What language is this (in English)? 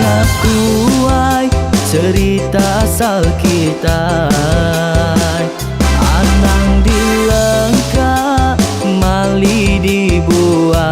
Iban